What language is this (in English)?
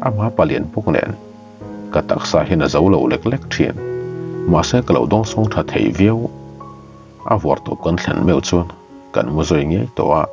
Mizo